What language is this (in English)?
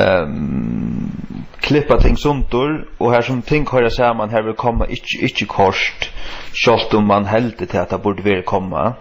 Faroese